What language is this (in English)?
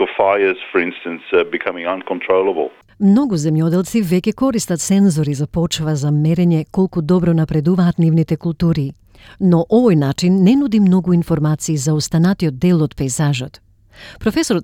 Macedonian